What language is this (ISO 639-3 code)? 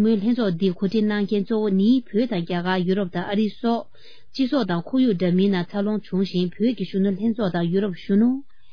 bod